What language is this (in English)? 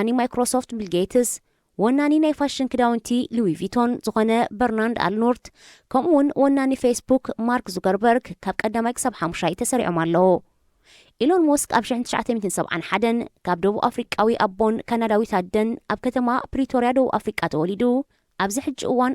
Tigrinya